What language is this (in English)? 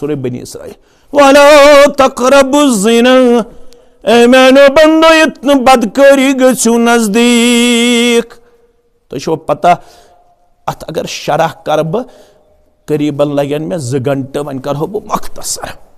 Kashmiri